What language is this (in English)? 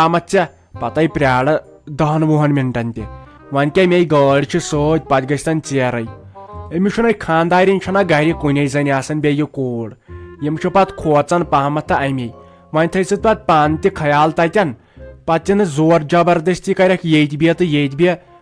Kashmiri